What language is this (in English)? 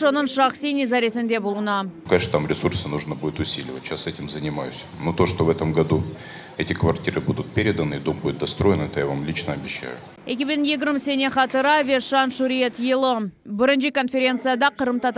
Crimean Tatar